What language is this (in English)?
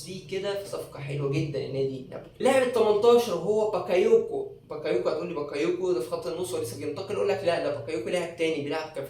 Egyptian Arabic